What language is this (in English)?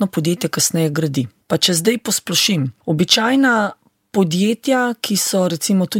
Slovenian